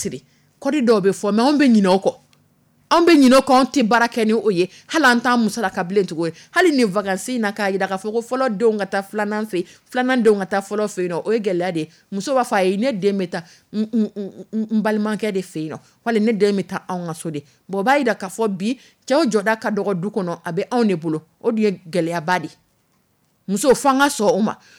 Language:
Dyula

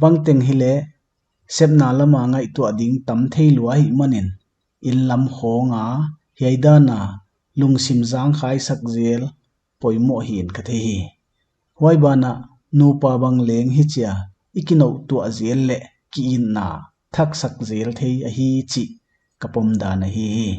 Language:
Paite Chin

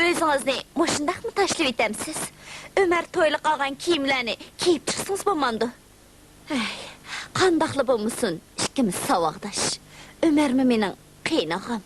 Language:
Uyghur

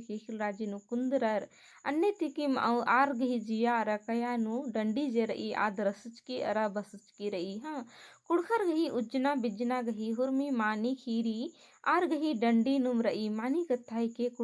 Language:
Kurukh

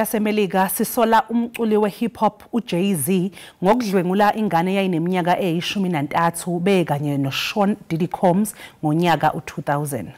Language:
Zulu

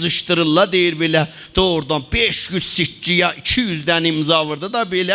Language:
South Azerbaijani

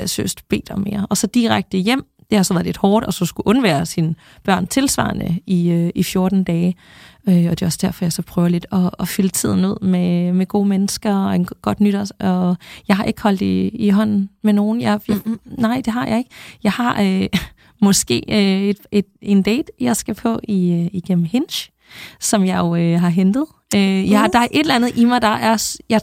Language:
Danish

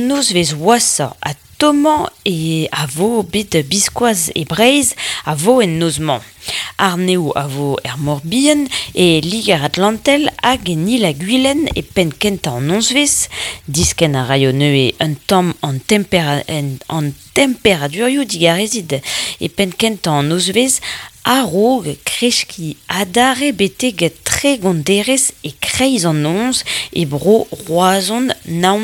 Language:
Breton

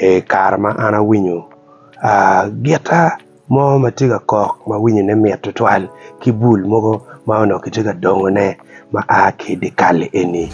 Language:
Acoli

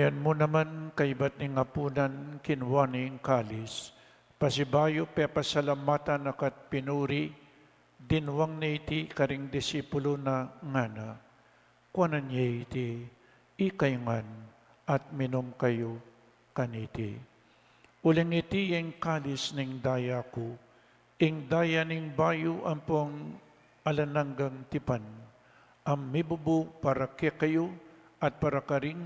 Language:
Pampanga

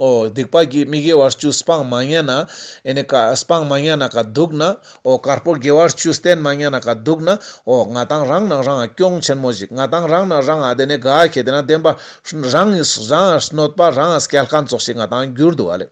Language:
Ladakhi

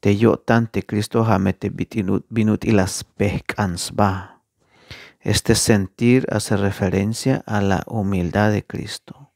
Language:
Tzeltal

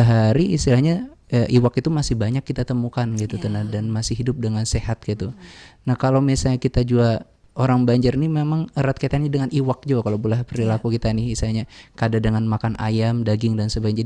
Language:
Banjar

